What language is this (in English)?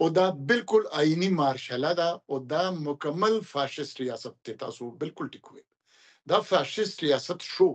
Pashto